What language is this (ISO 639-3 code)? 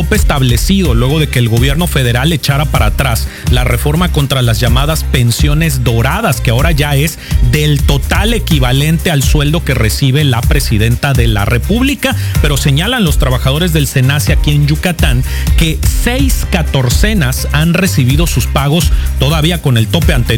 spa